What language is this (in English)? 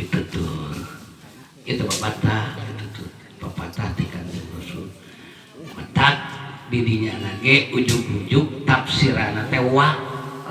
Sundanese